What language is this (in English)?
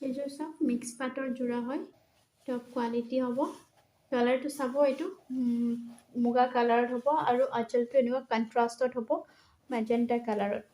Assamese